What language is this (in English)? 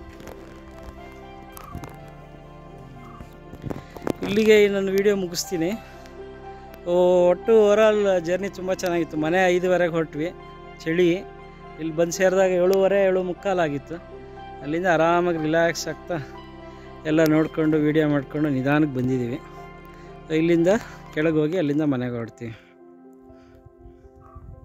Kannada